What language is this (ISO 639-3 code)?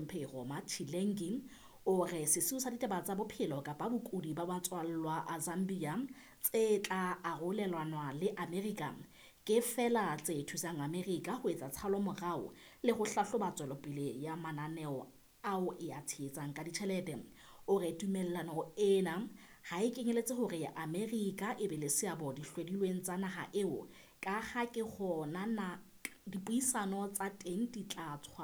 sot